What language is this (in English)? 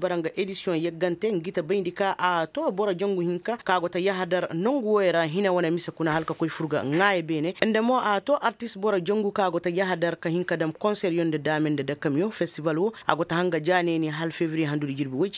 Koyraboro Senni